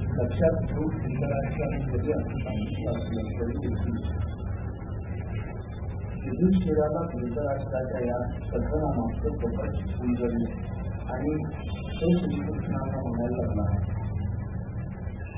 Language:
Marathi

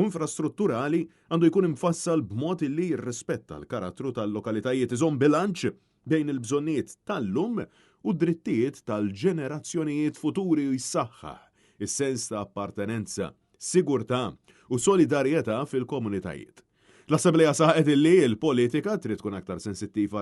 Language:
Maltese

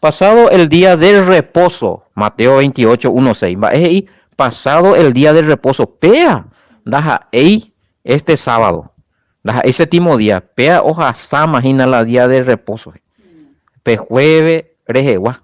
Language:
Guarani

